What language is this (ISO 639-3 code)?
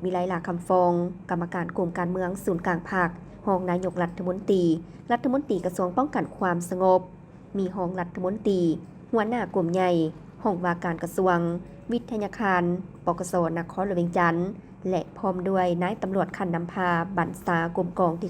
lao